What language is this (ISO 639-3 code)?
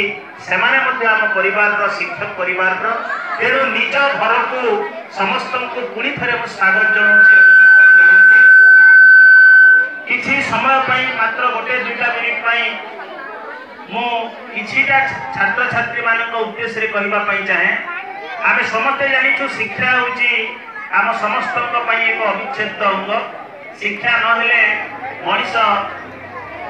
ori